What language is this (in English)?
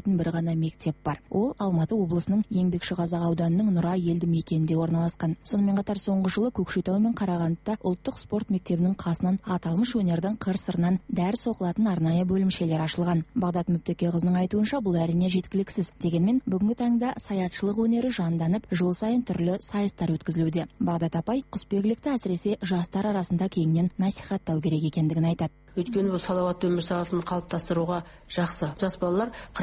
Kazakh